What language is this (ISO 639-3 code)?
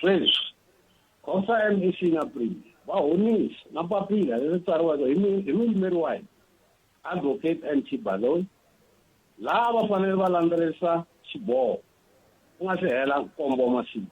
tso